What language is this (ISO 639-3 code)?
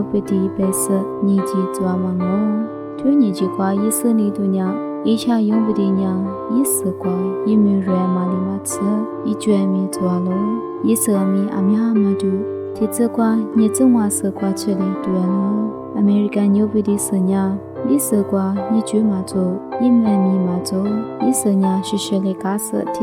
lis